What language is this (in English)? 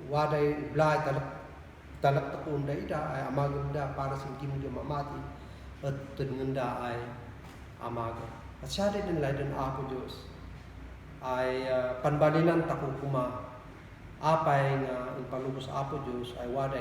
Kankanaey